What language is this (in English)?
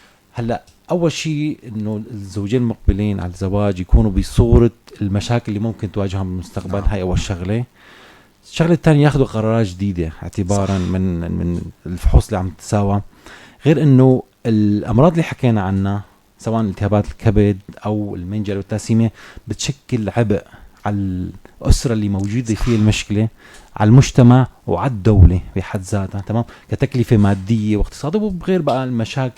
North Levantine Arabic